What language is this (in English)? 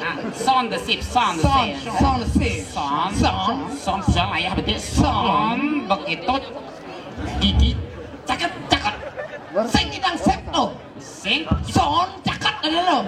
Balinese